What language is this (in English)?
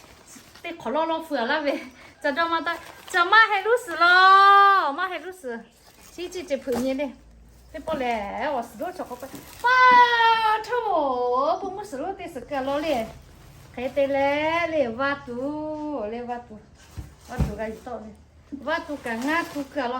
Lahu